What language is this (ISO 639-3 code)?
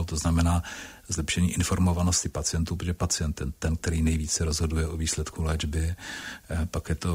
ces